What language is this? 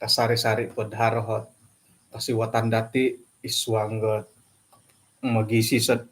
Central Dusun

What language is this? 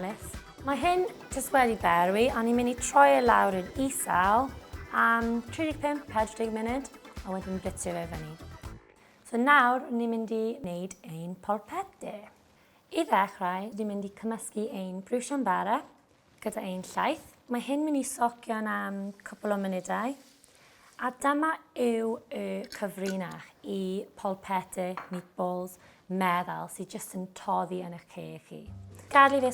Welsh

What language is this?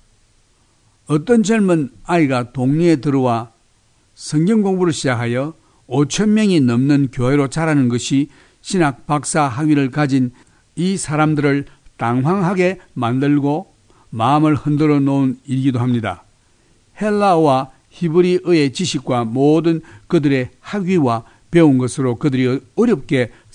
Korean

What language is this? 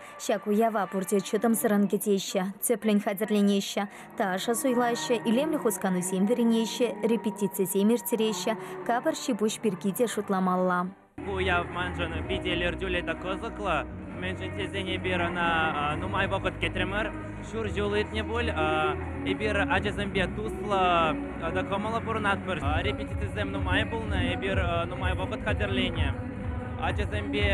Chuvash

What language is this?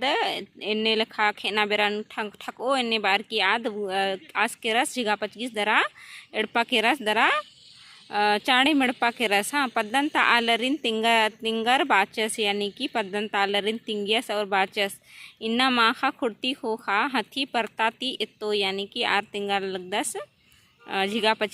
Kurukh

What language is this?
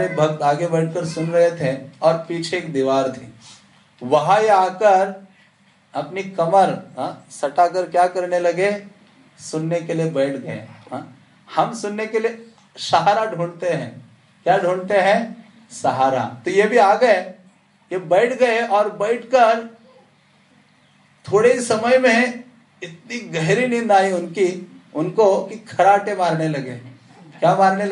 Hindi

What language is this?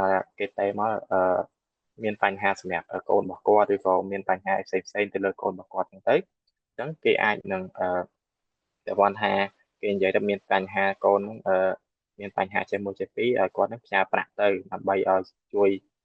Khmer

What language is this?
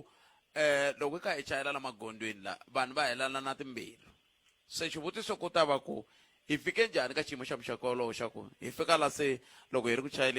Tsonga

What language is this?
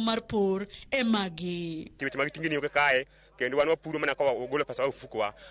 Luo (Kenya and Tanzania)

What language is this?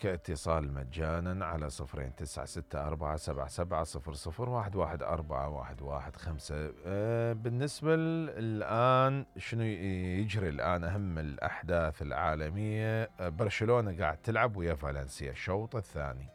Mesopotamian Arabic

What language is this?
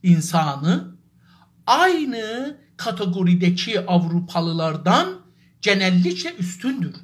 South Azerbaijani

